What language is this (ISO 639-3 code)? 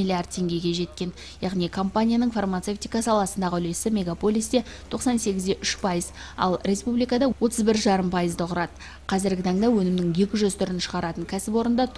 kaz